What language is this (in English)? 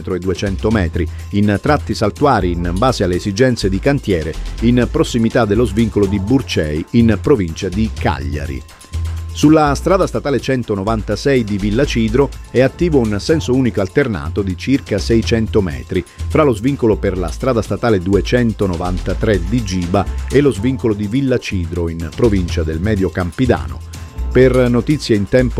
Italian